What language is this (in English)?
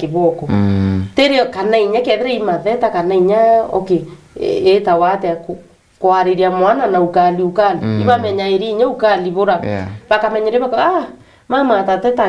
Meru